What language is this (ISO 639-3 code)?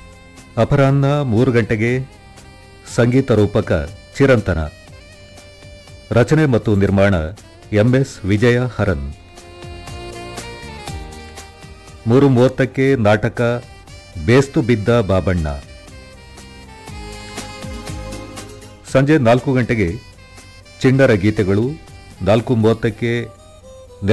kan